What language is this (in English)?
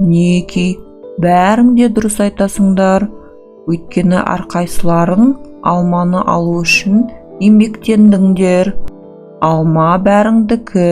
Kazakh